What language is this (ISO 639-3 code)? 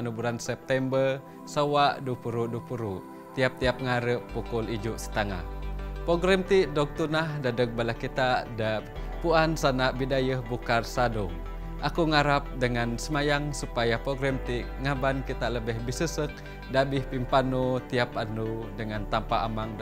sdo